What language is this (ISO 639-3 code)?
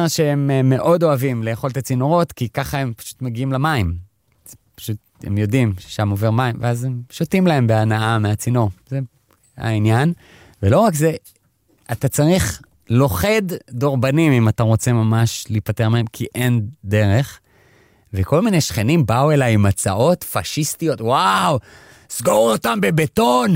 heb